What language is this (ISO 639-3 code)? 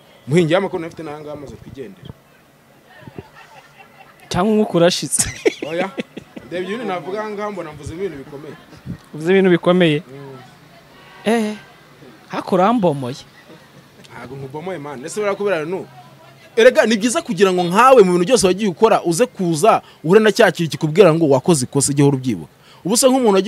kin